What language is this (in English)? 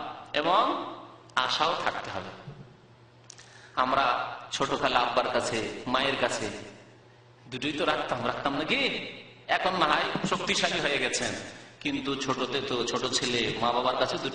Bangla